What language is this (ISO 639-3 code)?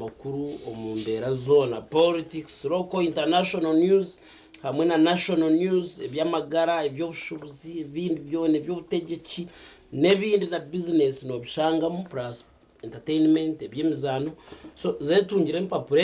nyn